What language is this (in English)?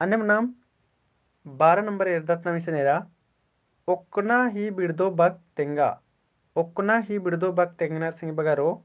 Kurukh